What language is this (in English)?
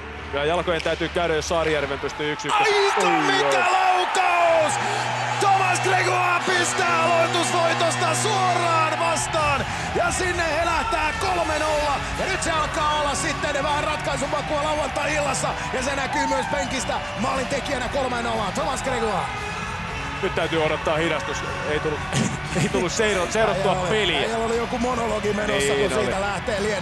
Finnish